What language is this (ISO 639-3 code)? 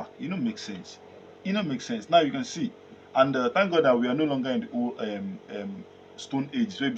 pcm